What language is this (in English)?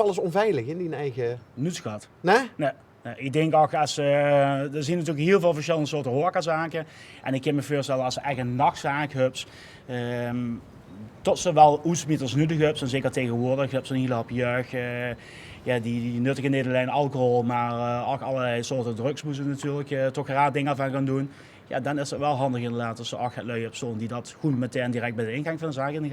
Limburgish